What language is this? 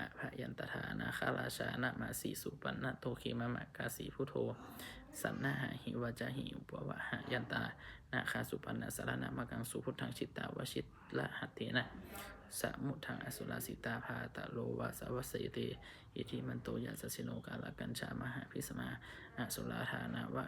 Pali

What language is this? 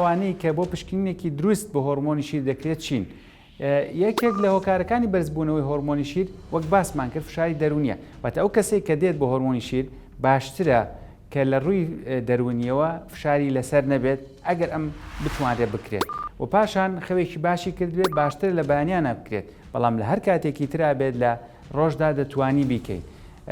Central Kurdish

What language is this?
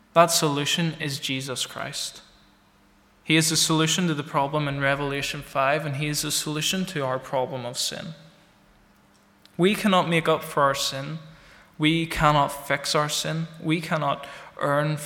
English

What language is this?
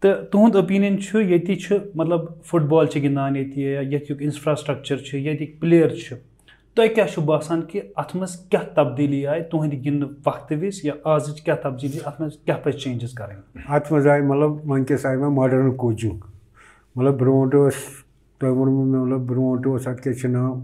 Kashmiri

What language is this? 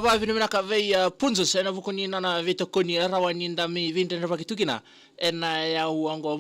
Fijian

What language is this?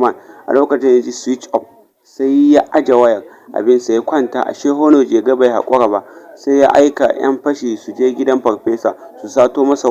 Hausa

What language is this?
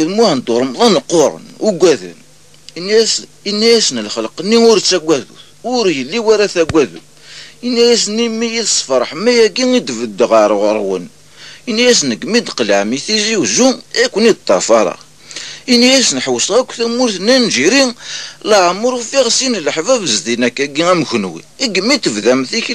Kabyle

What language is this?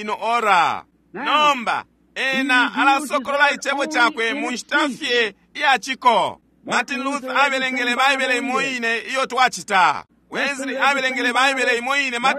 Bemba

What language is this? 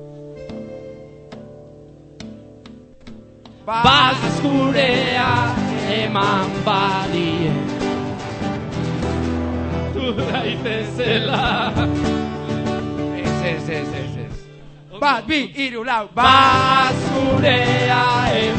Basque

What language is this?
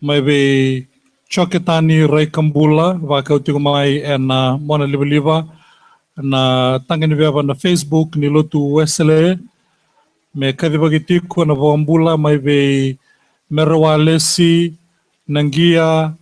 Fijian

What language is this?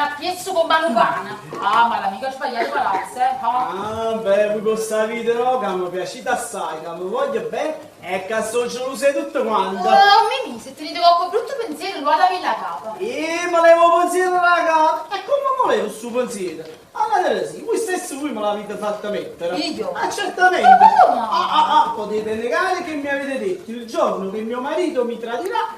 Neapolitan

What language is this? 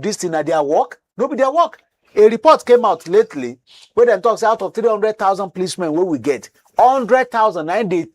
Nigerian Pidgin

